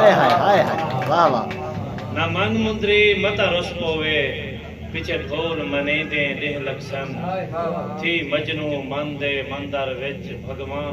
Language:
Saraiki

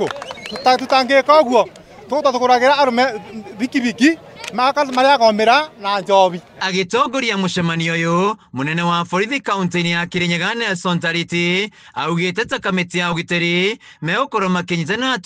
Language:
Kikuyu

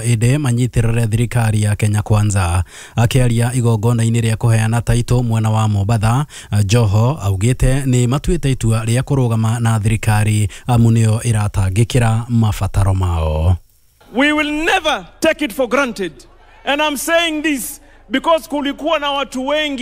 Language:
Kikuyu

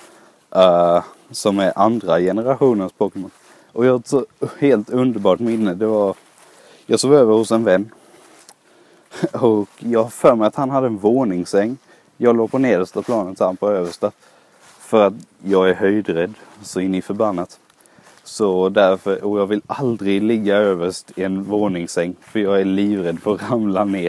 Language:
Swedish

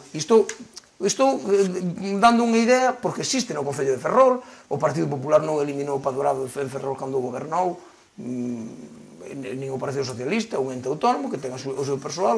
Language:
Galician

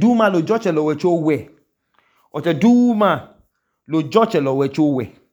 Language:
Idoma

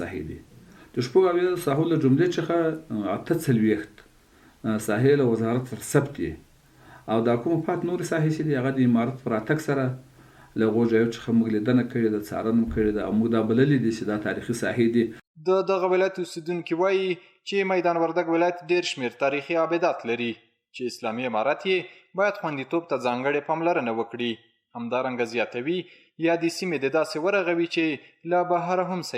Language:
Pashto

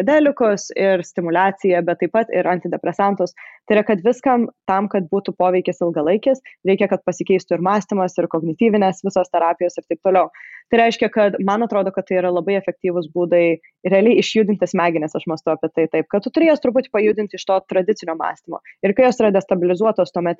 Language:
Lithuanian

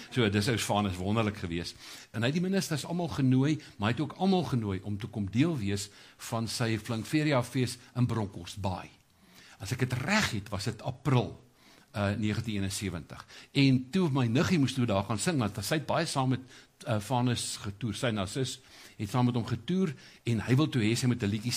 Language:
Afrikaans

